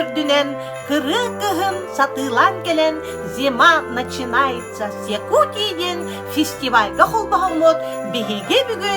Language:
Yakut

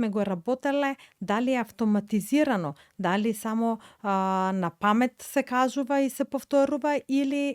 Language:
Macedonian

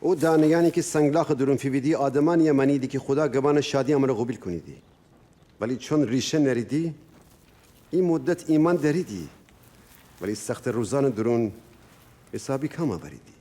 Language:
Gilaki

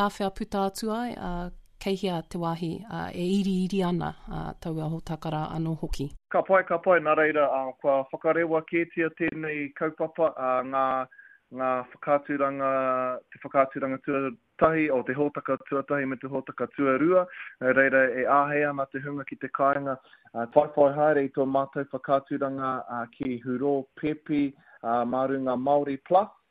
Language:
Māori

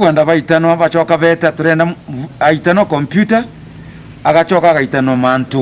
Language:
Meru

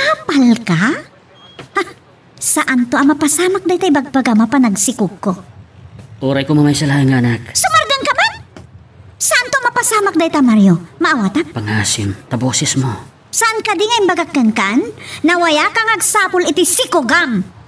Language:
Iloko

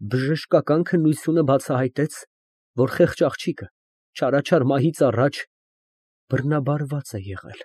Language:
Armenian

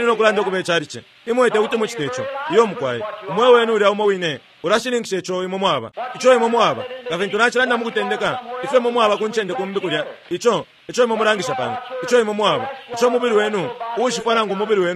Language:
Bemba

